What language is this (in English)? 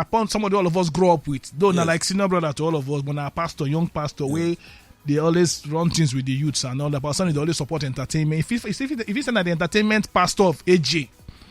Nigerian Pidgin